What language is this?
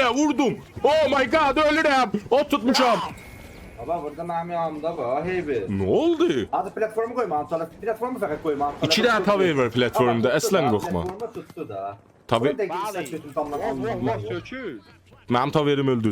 South Azerbaijani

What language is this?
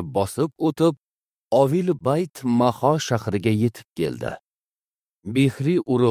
Uzbek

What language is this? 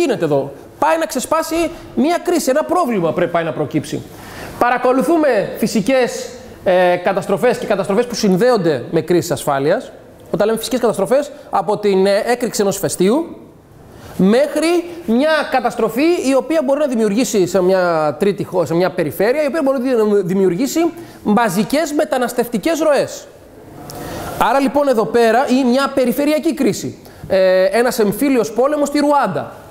Greek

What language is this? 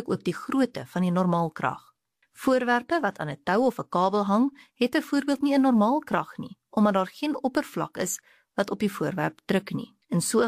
Afrikaans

